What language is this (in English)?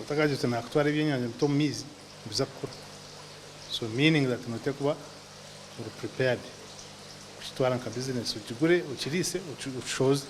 Nyankole